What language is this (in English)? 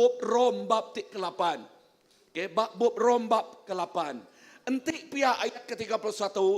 Iban